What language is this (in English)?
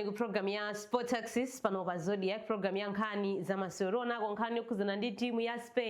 Nyanja